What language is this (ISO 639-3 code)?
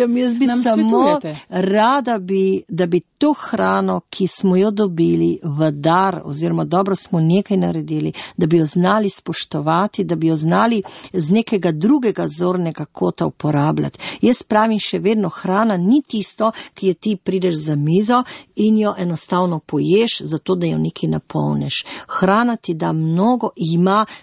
slv